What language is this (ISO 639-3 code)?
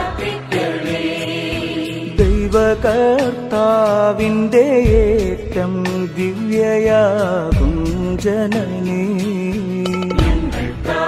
mal